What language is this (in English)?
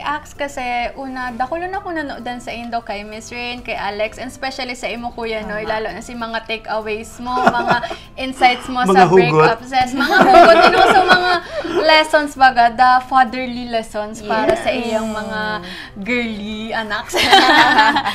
Bikol